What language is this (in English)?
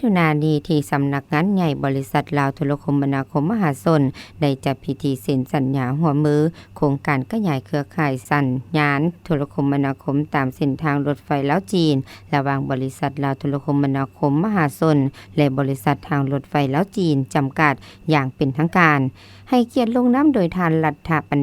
Lao